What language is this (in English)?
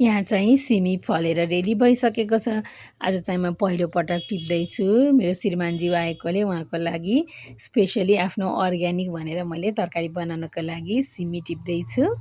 Nepali